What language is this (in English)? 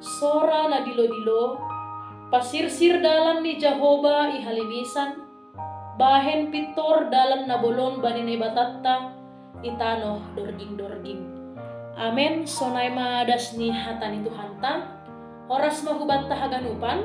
Batak Simalungun